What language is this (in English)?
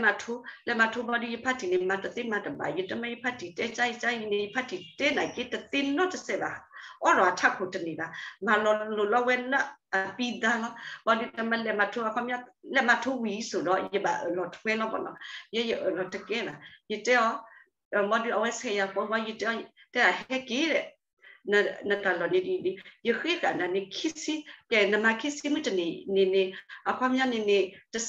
S'gaw Karen